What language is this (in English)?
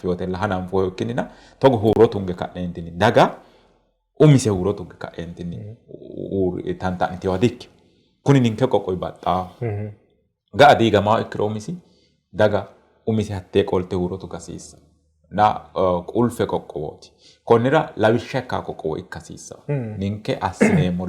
Sidamo